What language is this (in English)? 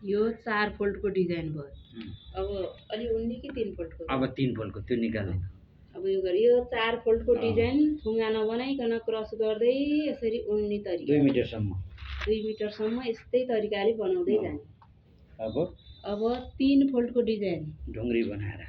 Nepali